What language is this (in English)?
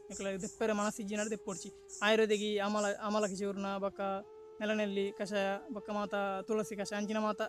Tulu